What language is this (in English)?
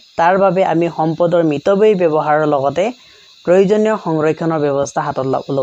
Assamese